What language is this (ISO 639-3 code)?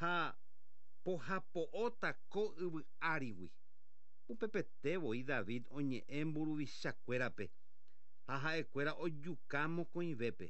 grn